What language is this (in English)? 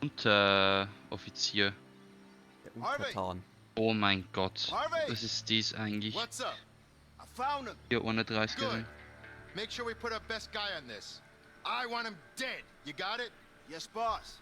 Bavarian